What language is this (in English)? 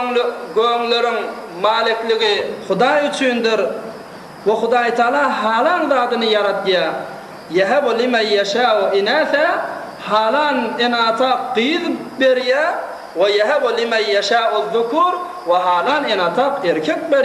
Turkmen